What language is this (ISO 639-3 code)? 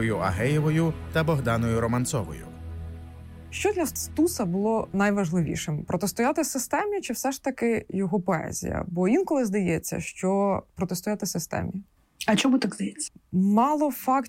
ukr